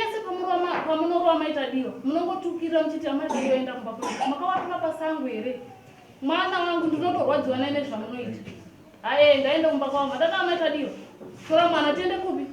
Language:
Shona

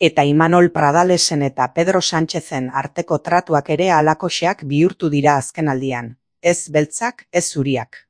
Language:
Basque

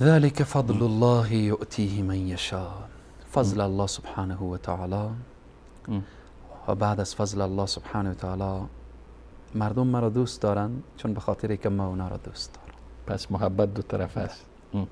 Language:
Persian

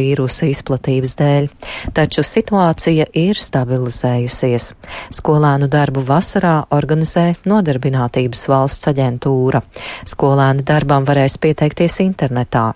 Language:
Latvian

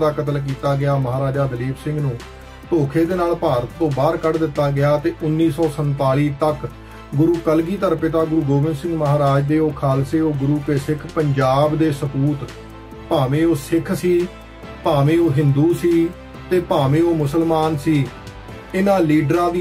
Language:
Punjabi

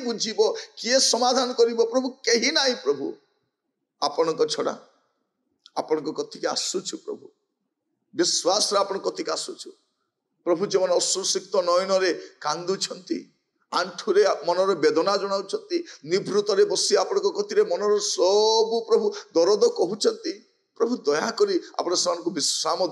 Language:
Odia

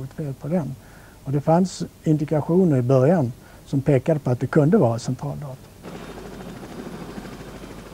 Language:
Swedish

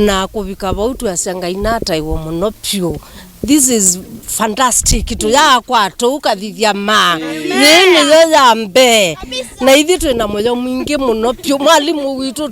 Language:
Kamba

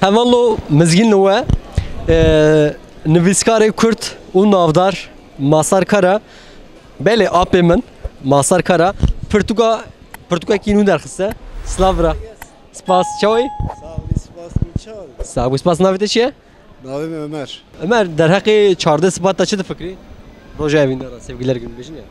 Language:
Kurdish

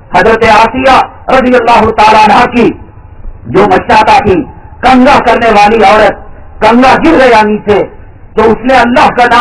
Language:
Urdu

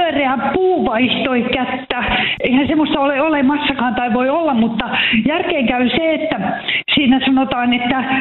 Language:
Finnish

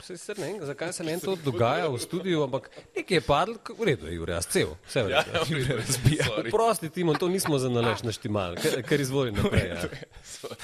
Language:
Slovenian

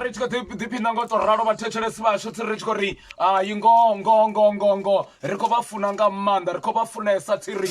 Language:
Venda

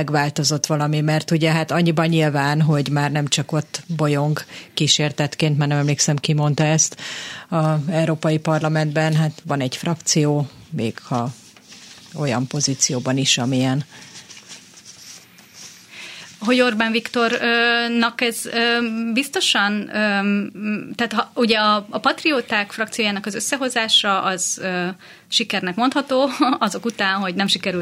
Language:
Hungarian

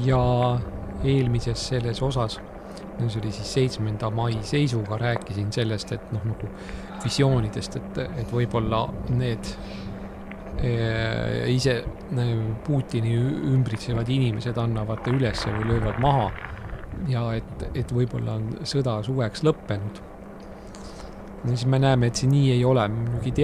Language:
Estonian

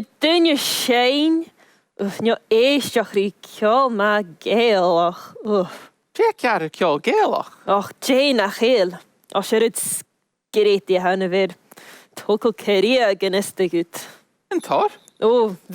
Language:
Scottish Gaelic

